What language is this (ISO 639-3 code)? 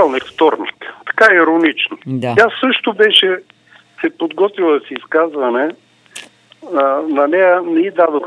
bul